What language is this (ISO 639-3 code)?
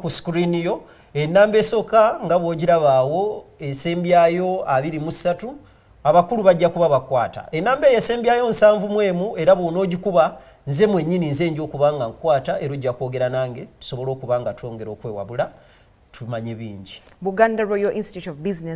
lug